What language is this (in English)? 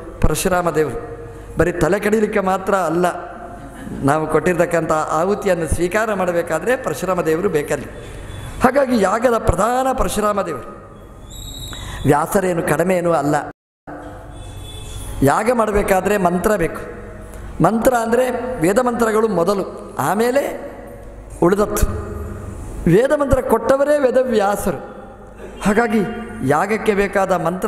Kannada